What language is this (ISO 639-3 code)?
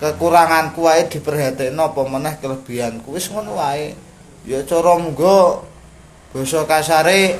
jav